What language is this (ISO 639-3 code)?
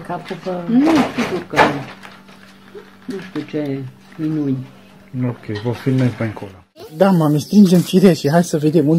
ron